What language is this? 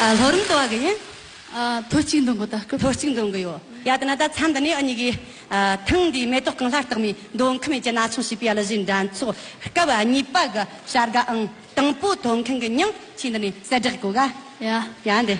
Amdo Tibetan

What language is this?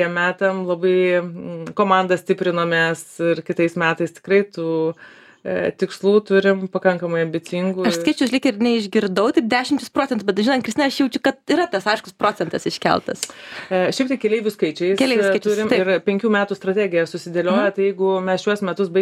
Lithuanian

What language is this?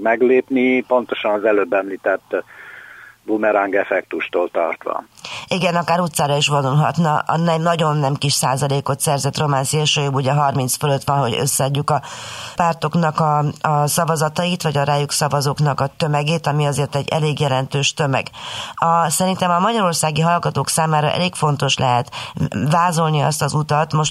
Hungarian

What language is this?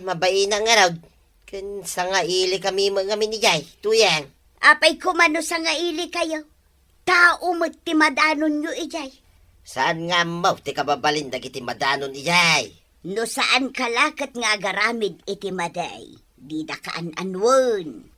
Iloko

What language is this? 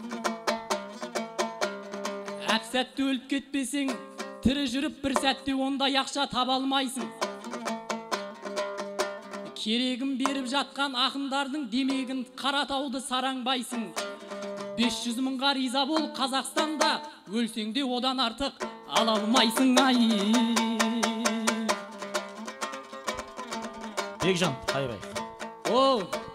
Kazakh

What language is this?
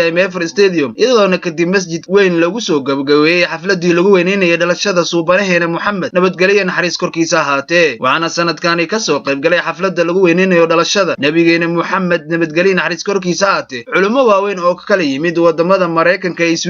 Somali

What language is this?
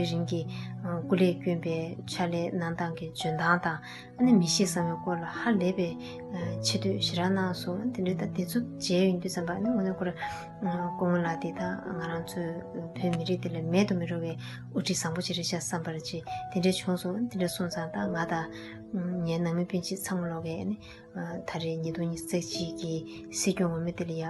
Tibetan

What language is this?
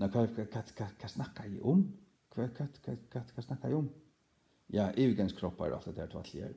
Faroese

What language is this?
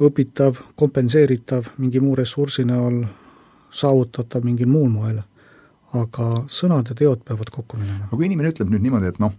Estonian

